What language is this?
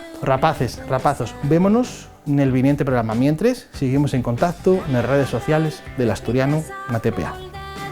Asturian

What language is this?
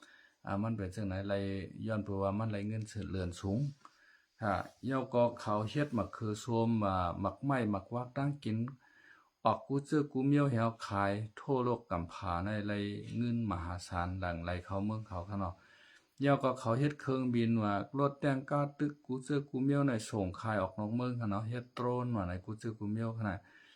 Shan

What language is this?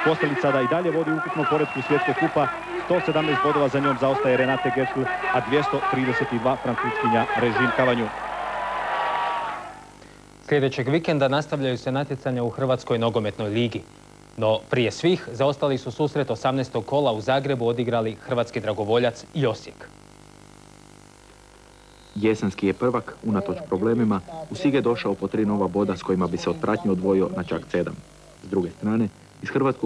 Croatian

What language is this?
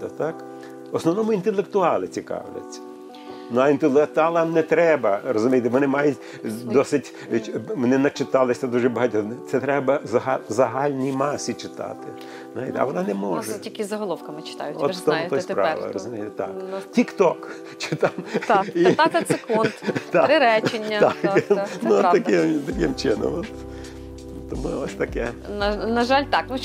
Ukrainian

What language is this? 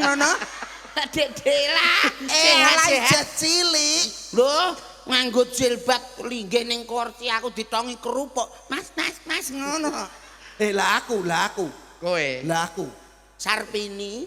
Javanese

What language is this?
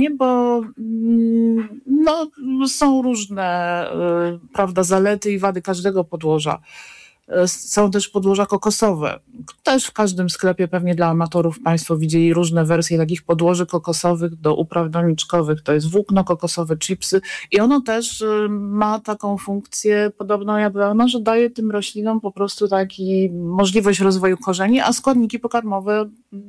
Polish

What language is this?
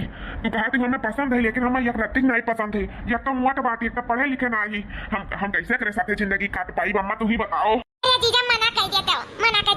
Awadhi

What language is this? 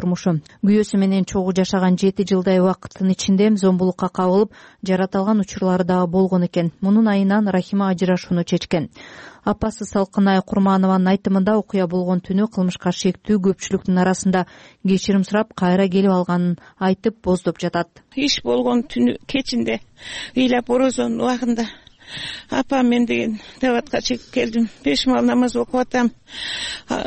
Kyrgyz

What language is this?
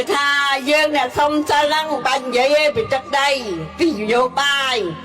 Khmer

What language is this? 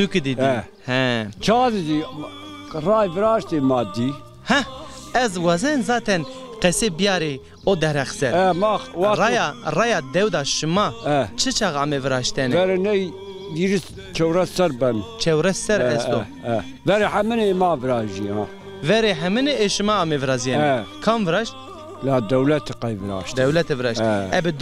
Zaza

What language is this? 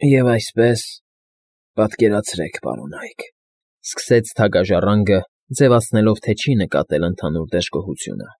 Armenian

